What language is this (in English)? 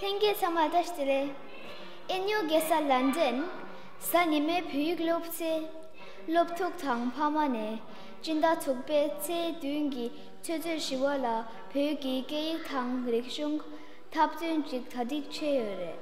Tibetan